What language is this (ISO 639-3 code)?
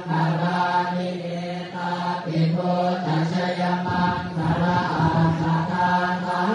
pli